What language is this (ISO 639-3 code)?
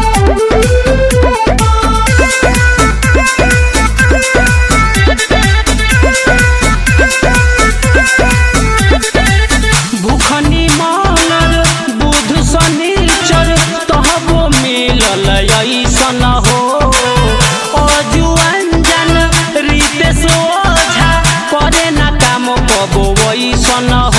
bho